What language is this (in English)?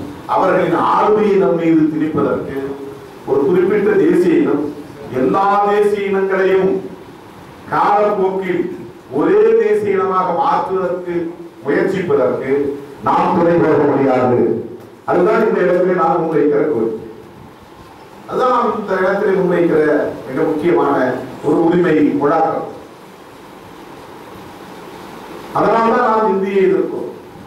Tamil